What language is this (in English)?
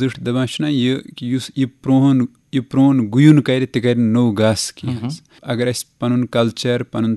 Kashmiri